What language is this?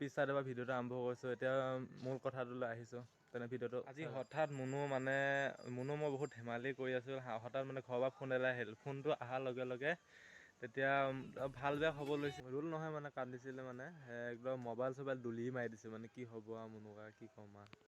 Assamese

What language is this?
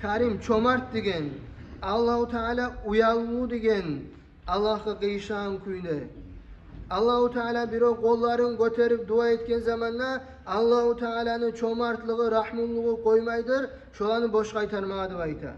Kumyk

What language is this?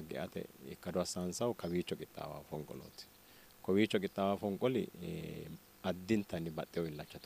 Sidamo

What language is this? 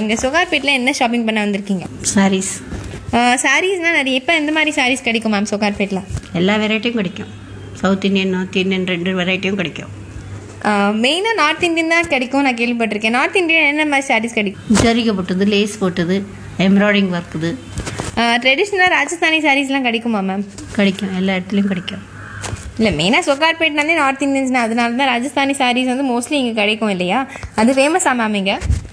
Tamil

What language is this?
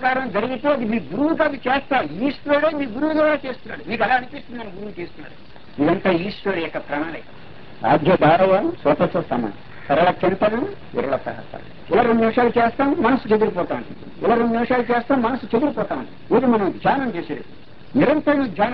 Telugu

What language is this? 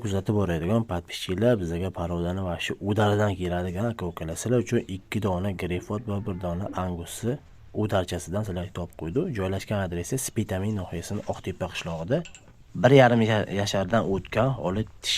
Uzbek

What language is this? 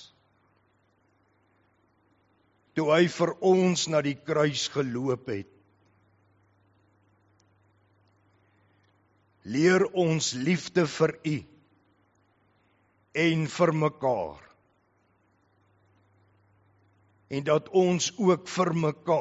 Afrikaans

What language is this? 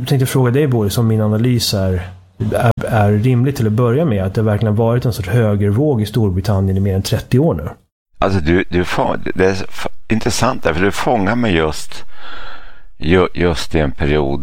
Swedish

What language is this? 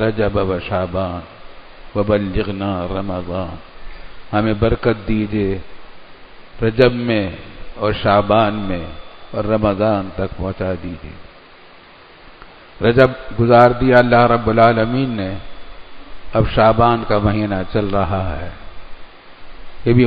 Urdu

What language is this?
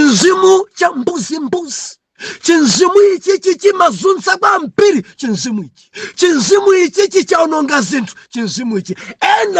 Nyanja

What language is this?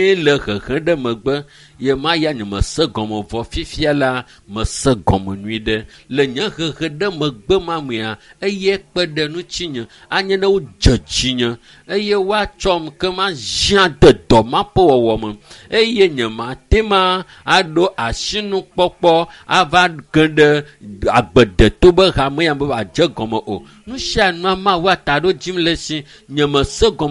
Ewe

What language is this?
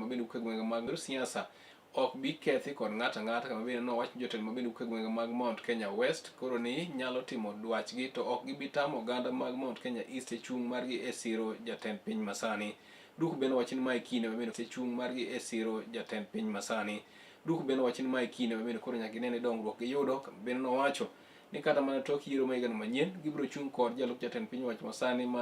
Luo (Kenya and Tanzania)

